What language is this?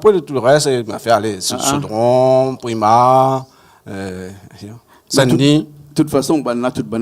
Réunion Creole French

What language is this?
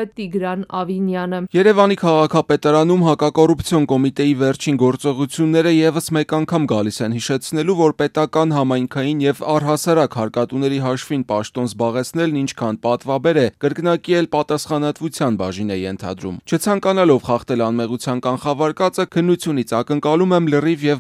Armenian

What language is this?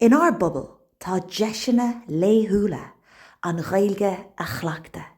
Irish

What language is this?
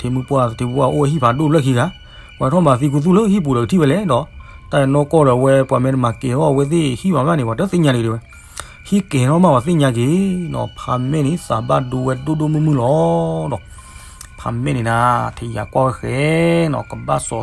S'gaw Karen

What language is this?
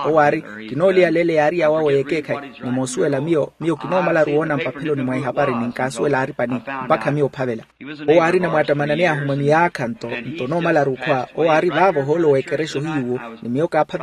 Makhuwa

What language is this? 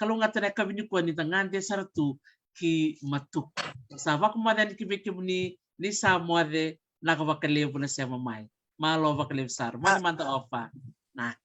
Fijian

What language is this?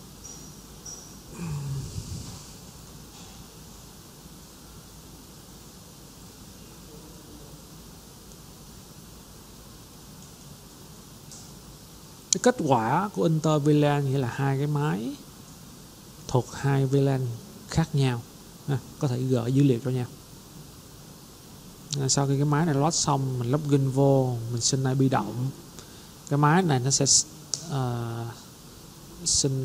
Vietnamese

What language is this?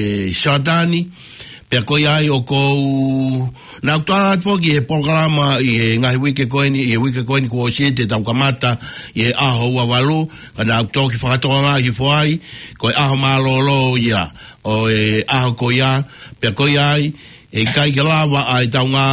Tongan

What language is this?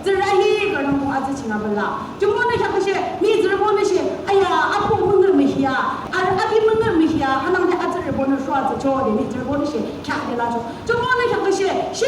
Yimchungru Naga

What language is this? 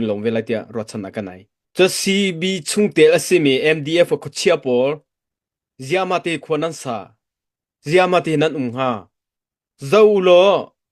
Hakha Chin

